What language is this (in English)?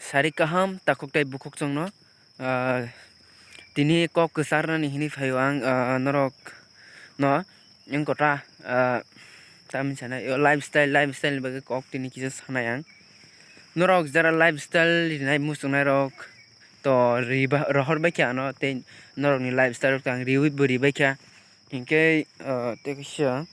Kok Borok